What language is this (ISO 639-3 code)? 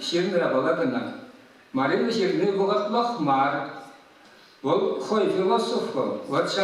chv